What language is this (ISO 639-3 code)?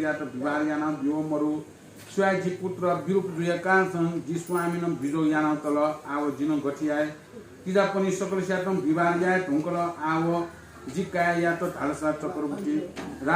new